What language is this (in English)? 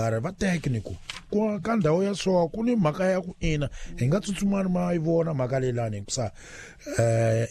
Tsonga